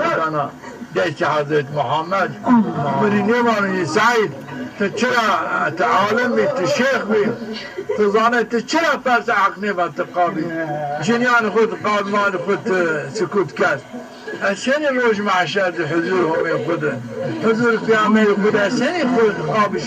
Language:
Zaza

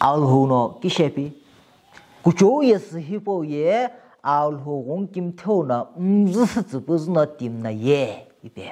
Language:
Sumi Naga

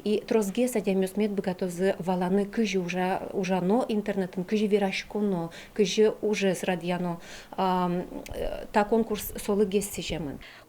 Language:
Udmurt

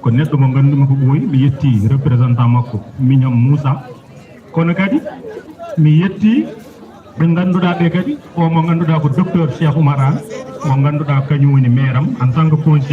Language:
Fula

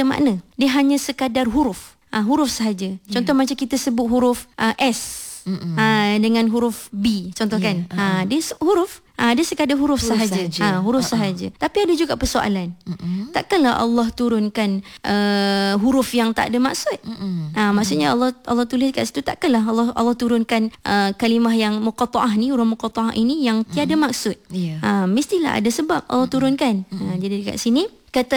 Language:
Malay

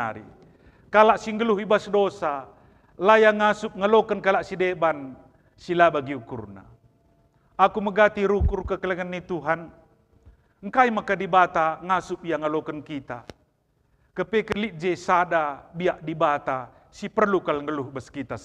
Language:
Batak Karo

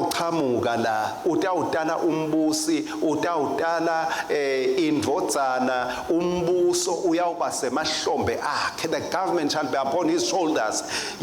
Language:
Swati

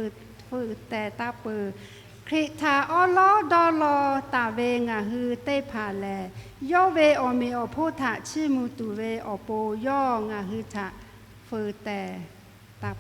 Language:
Lahu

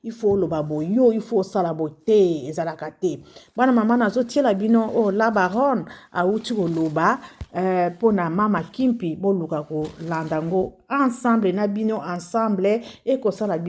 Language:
Lingala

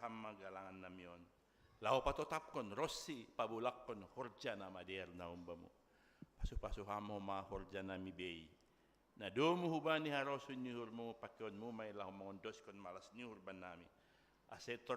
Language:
Batak Simalungun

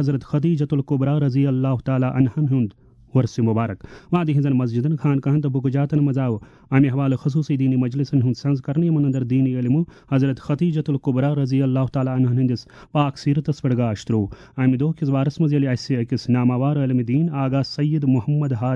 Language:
Kashmiri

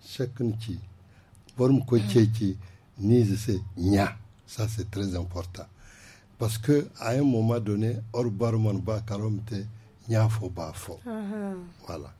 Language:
Zarma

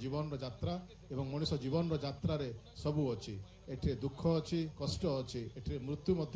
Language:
Odia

